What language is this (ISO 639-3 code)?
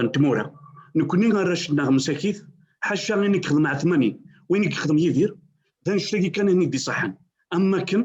kab